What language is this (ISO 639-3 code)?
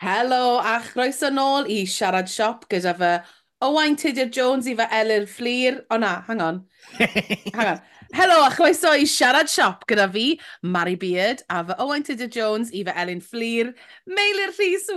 cym